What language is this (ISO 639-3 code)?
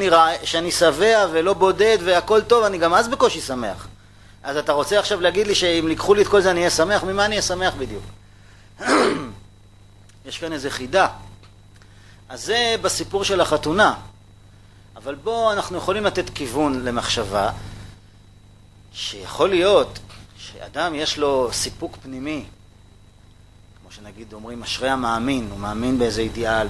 heb